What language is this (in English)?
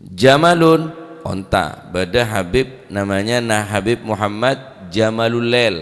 Madurese